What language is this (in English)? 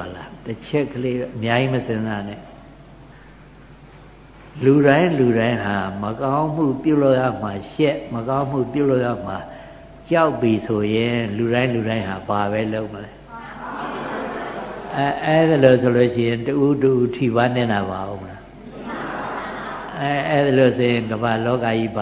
Burmese